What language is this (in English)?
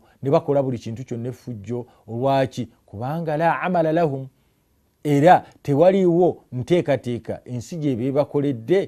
Ganda